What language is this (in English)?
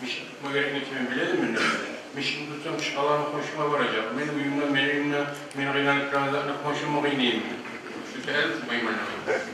Kumyk